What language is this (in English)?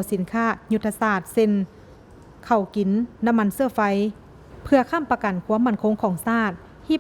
Lao